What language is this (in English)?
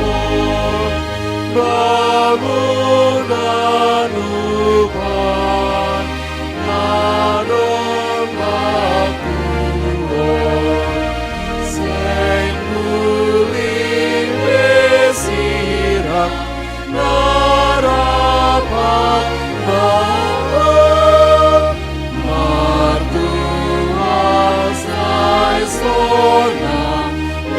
Batak Simalungun